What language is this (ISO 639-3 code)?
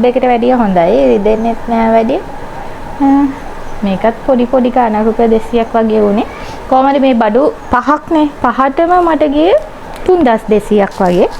sin